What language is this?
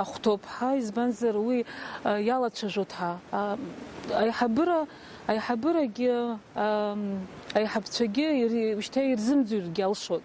Abkhazian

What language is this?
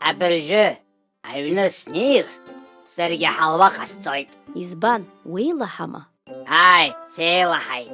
Abkhazian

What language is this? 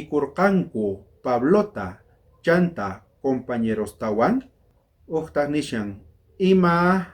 South Bolivian Quechua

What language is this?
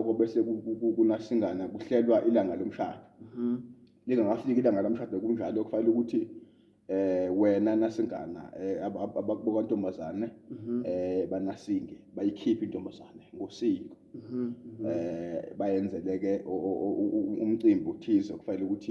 Zulu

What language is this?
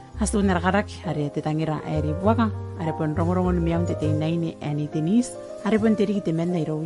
Gilbertese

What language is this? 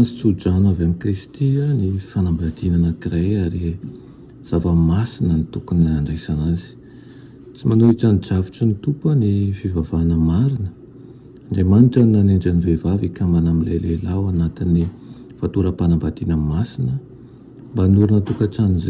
Malagasy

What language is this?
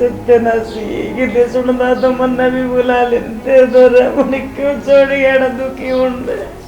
Haryanvi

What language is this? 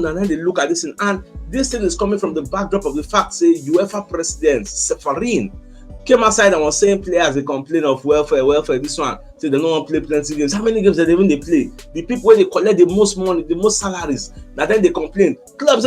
Nigerian Pidgin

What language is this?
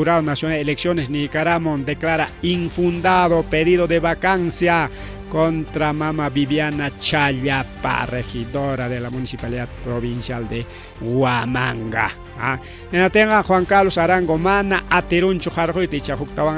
Ayacucho Quechua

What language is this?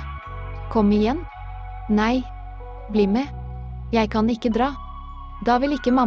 Norwegian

